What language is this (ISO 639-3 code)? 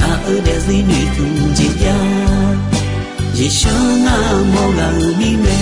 ahk